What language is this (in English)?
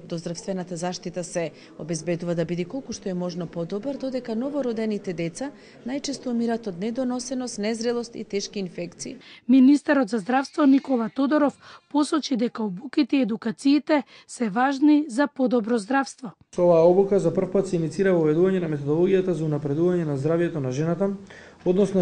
Macedonian